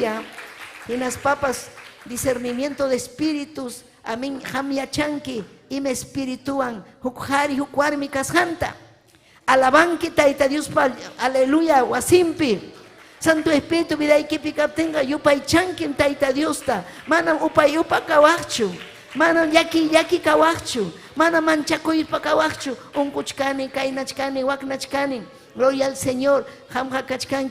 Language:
Ayacucho Quechua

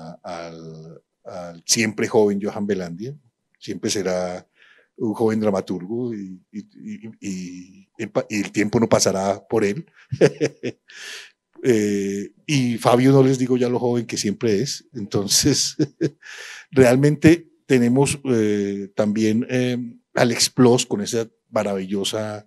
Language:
Spanish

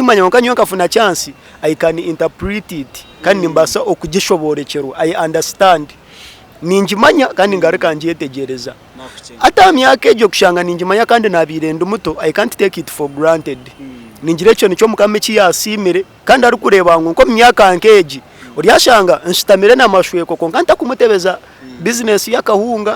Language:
Nyankole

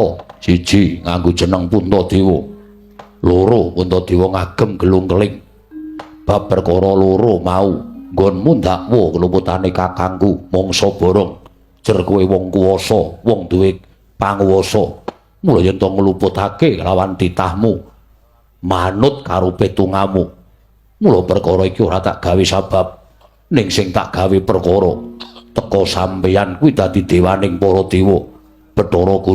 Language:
Javanese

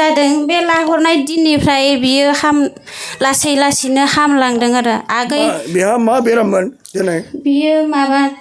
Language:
Bodo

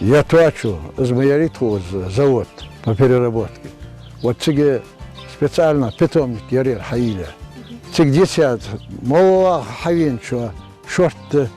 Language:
Ingush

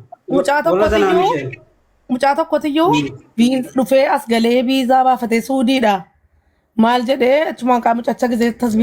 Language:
Oromo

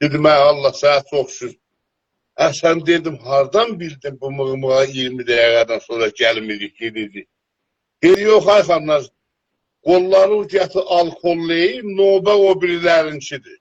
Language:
South Azerbaijani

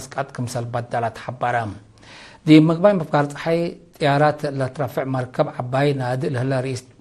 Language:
Tigre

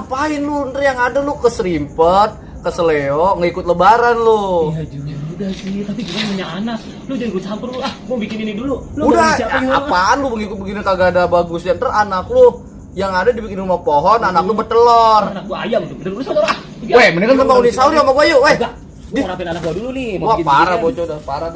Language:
Betawi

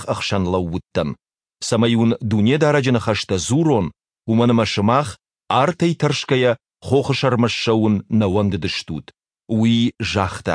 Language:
Ossetic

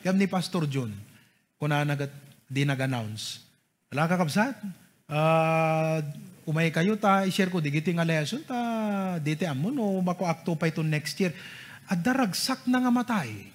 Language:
Iloko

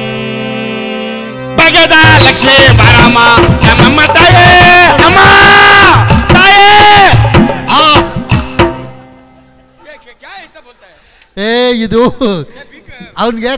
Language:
Kannada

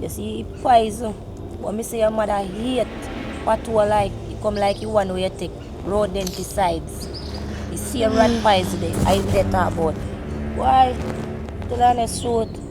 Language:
Jamaican Creole English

